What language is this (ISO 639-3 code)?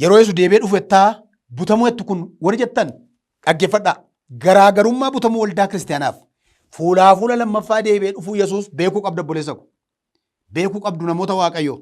orm